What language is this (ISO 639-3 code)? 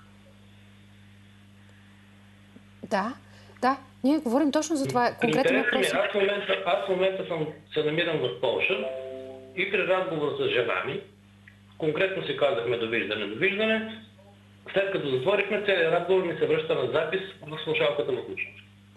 bul